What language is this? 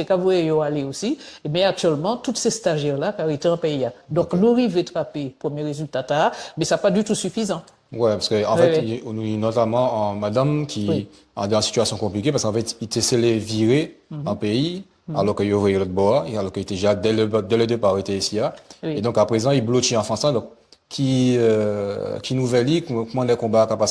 Guadeloupean Creole French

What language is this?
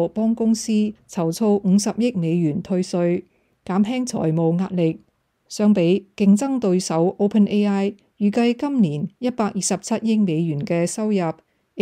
Cantonese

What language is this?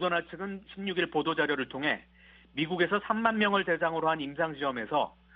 Korean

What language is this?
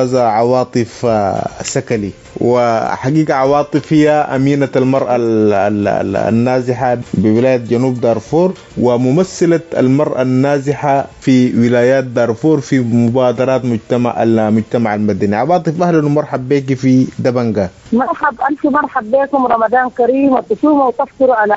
Sudanese Arabic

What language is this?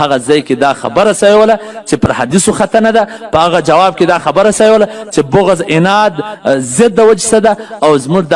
Pashto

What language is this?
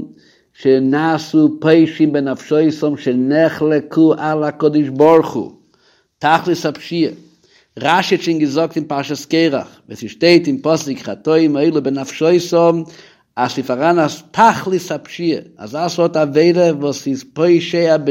Yiddish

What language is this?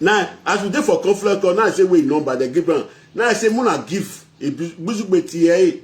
Nigerian Pidgin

